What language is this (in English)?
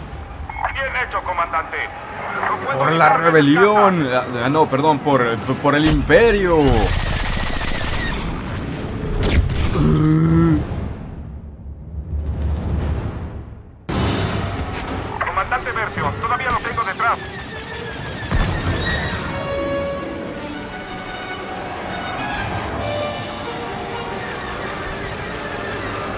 Spanish